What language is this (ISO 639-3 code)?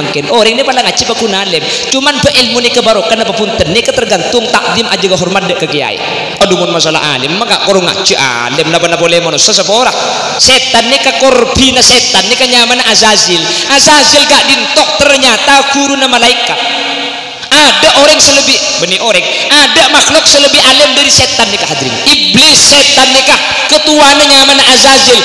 mad